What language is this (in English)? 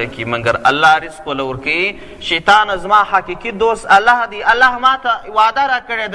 Pashto